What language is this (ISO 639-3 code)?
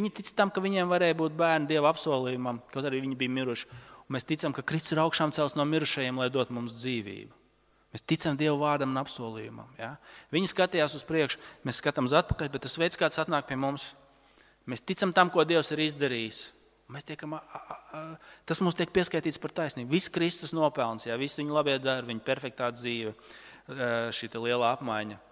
lav